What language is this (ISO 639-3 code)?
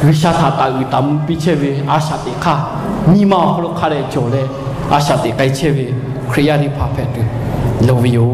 lhu